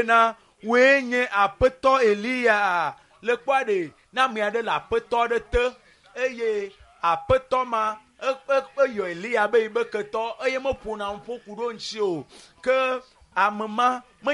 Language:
Ewe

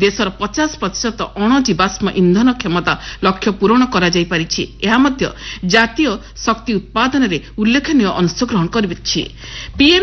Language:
Odia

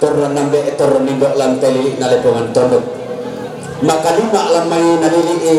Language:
Toraja-Sa'dan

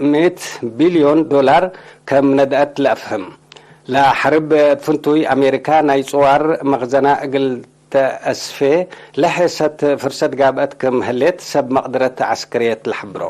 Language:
Tigre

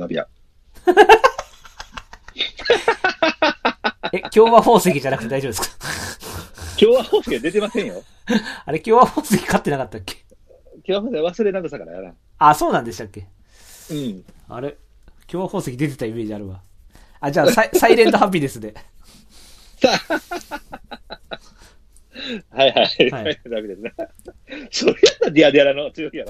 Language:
Japanese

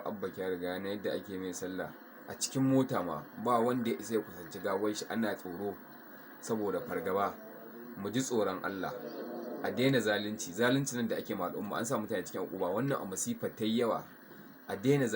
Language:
Hausa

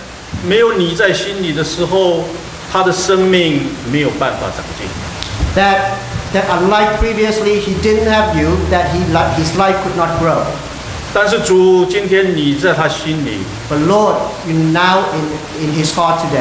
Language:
Chinese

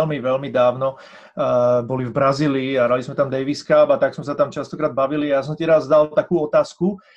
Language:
Slovak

